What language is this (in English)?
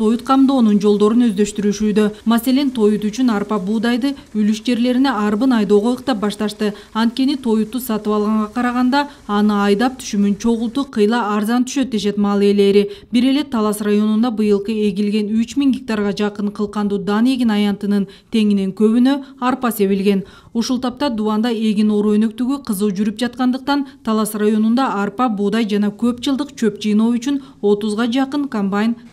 Kyrgyz